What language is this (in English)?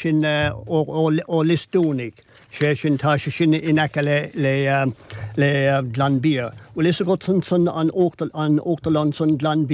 Irish